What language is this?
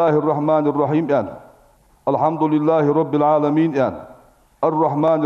Ingush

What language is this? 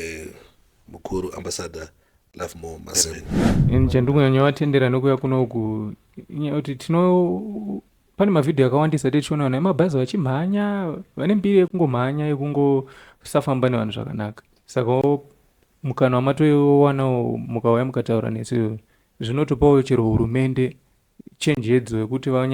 Shona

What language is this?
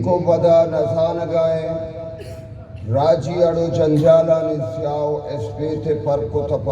Eastern Balochi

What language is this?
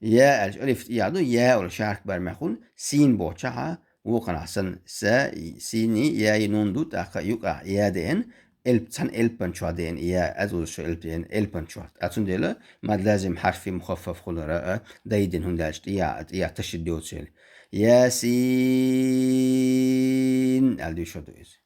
Chechen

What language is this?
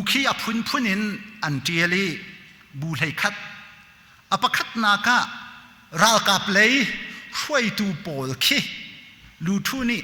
Hakha Chin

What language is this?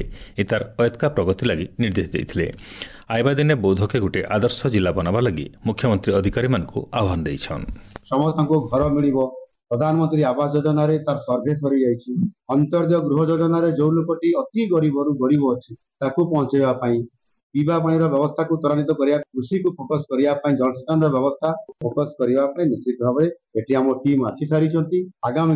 Odia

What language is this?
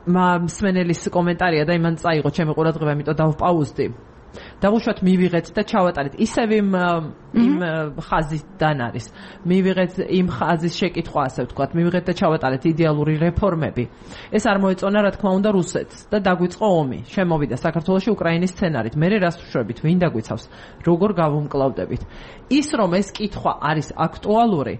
Georgian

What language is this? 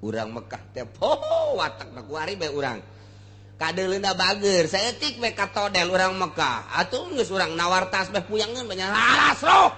Sundanese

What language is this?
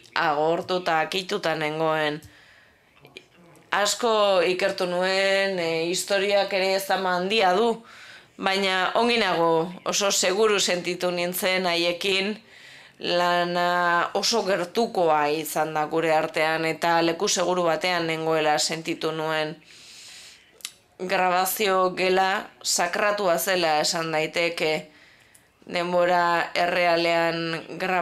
Basque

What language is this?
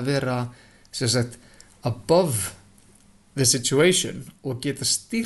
Icelandic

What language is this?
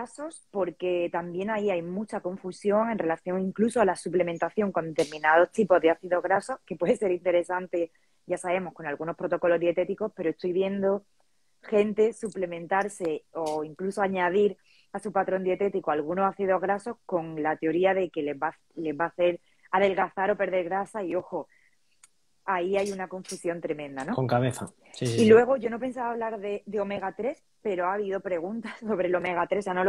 Spanish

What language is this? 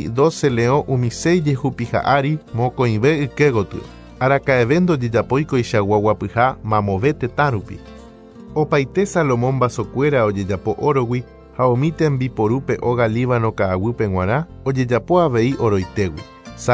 Guarani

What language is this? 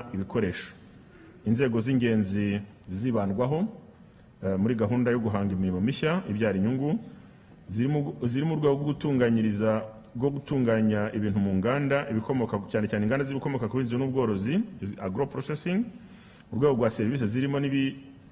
Kinyarwanda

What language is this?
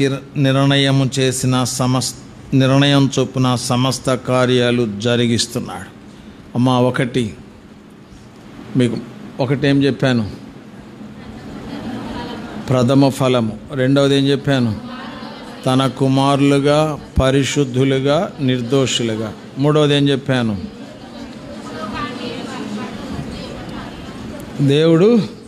Telugu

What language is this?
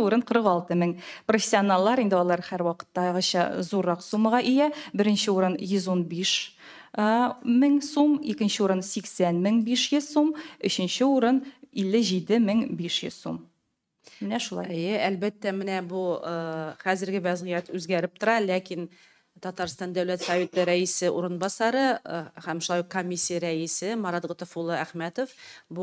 Tatar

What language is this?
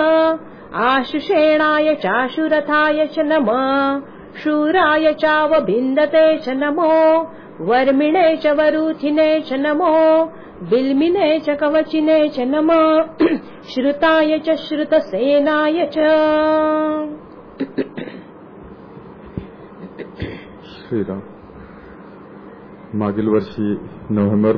Marathi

